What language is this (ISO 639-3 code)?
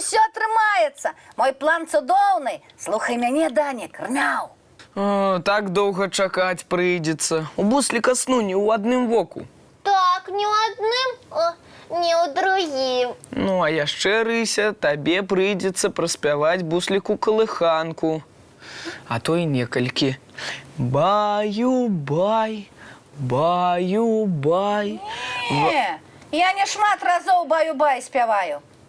bel